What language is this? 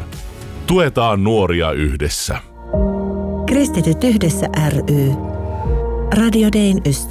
Finnish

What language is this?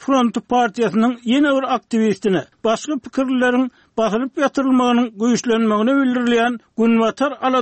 Turkmen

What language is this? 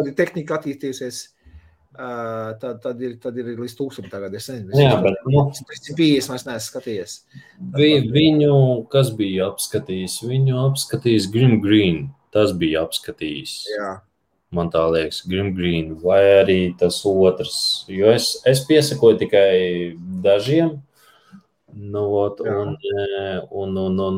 Latvian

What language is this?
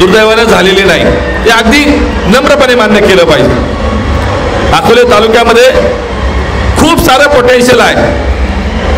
Marathi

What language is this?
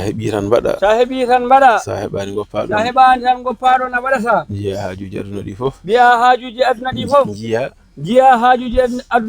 Fula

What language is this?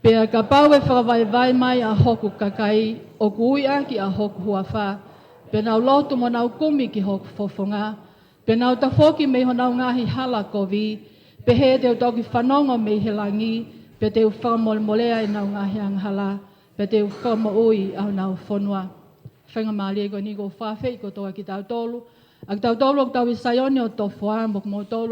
Tongan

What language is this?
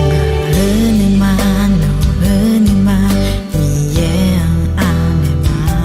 Akha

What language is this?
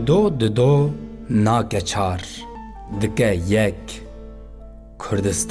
Kurdish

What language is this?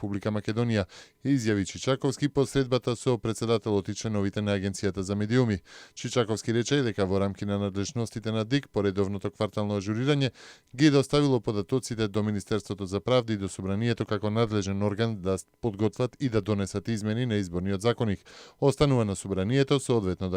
Macedonian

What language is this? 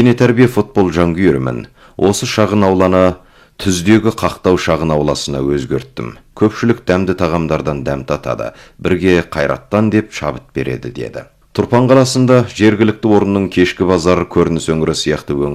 Kazakh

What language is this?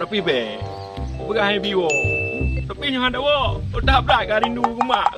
Achinese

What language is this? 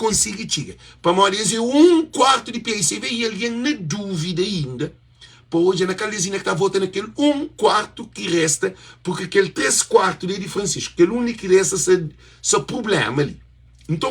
Kabuverdianu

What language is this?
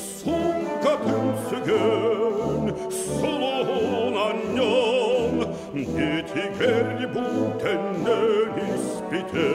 Yakut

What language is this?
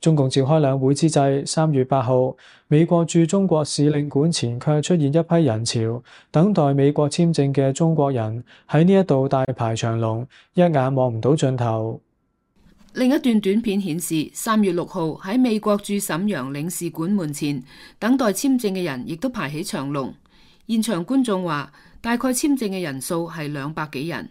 Cantonese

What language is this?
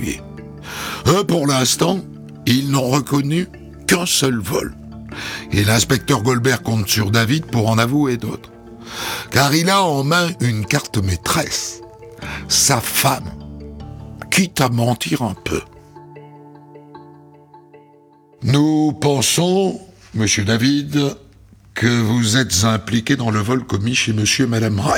French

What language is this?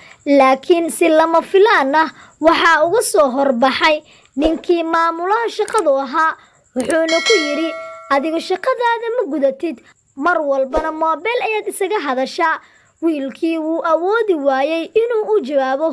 Somali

